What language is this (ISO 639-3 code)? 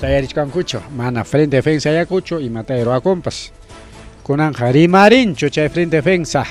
quy